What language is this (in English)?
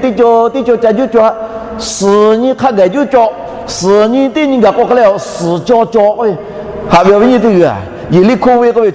Lahu